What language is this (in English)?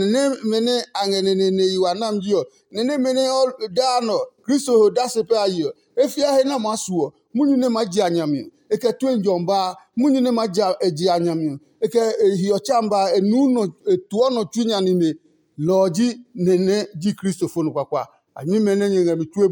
Adangme